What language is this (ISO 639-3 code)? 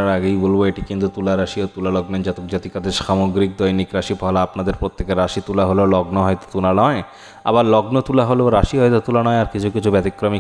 ben